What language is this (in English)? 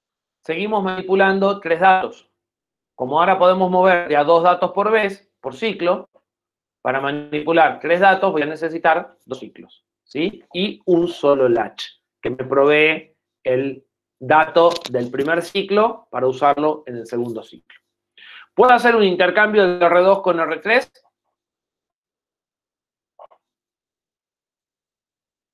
Spanish